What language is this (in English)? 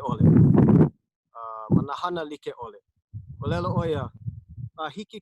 Hawaiian